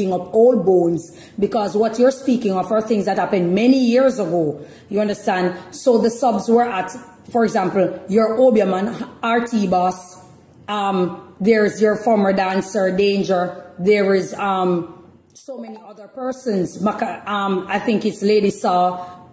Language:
Jamaican Creole English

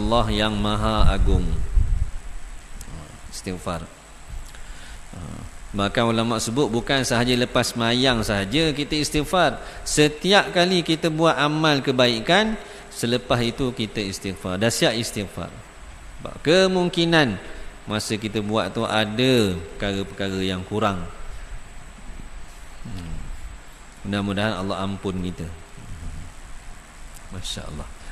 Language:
Malay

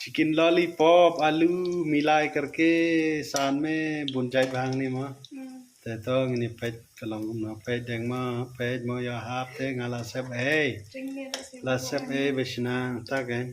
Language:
Khasi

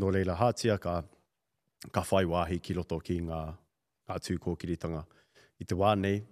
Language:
Māori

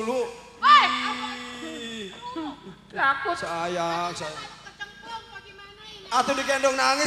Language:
Betawi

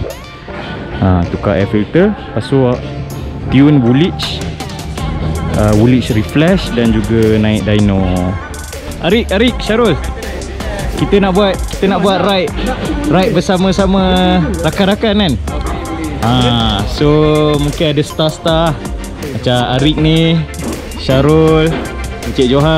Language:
Malay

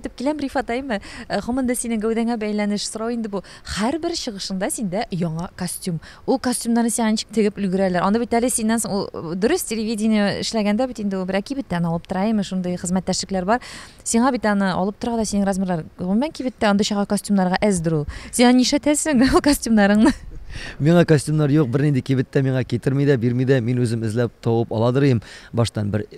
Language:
Tatar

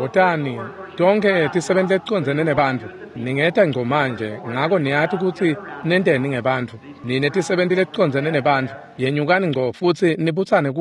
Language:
Swati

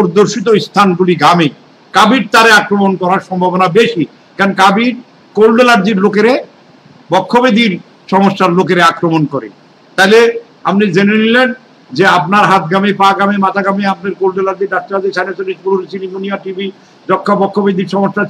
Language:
Bangla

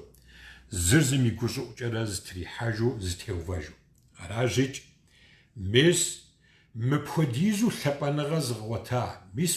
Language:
Kabardian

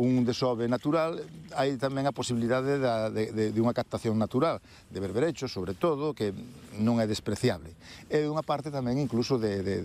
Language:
Galician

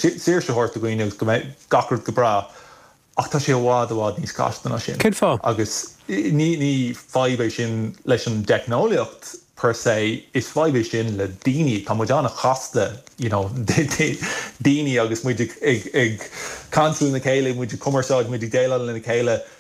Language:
Irish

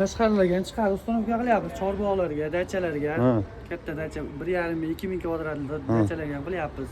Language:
Uzbek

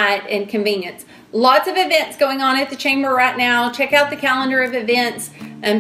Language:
English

